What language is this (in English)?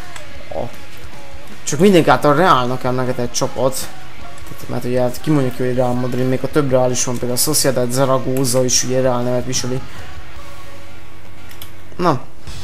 Hungarian